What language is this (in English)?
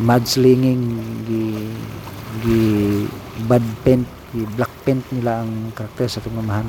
Cebuano